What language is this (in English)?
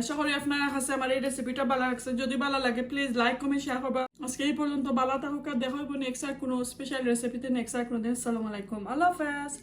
Sylheti